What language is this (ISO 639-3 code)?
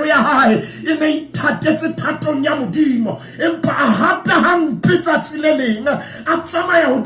sot